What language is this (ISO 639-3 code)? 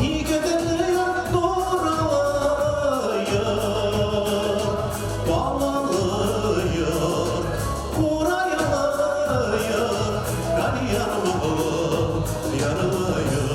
bak